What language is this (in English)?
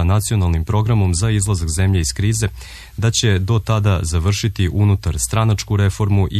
Serbian